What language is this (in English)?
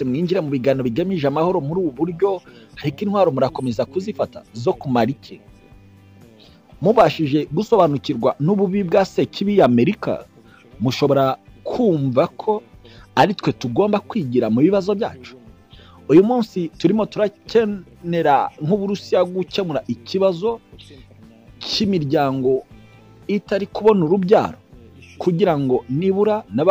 Kinyarwanda